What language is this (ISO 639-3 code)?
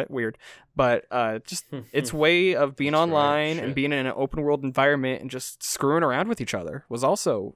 eng